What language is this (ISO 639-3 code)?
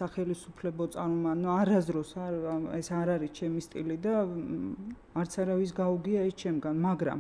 kat